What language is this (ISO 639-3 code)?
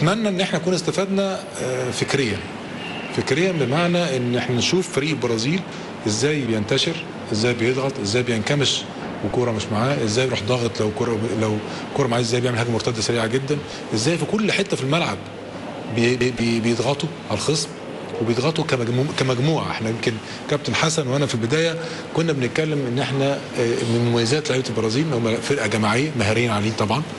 arz